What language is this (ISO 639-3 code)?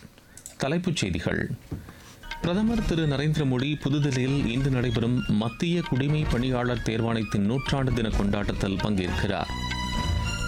tam